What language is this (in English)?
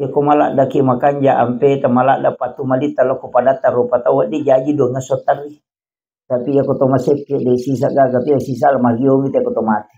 Buginese